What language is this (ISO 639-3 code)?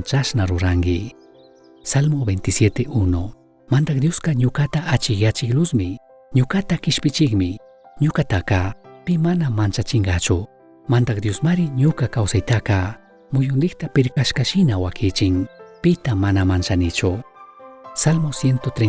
qug